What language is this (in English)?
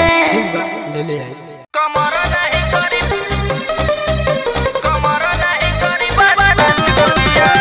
Bhojpuri